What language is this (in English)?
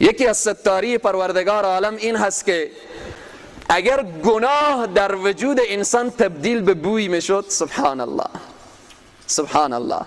Persian